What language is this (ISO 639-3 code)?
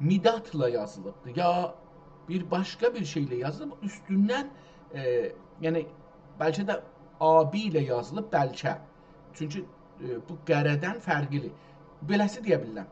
azb